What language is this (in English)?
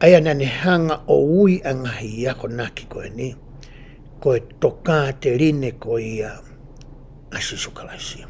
Tongan